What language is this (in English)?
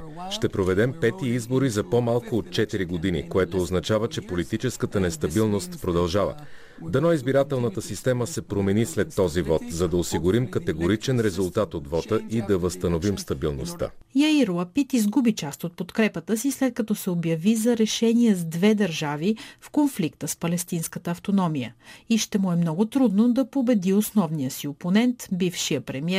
Bulgarian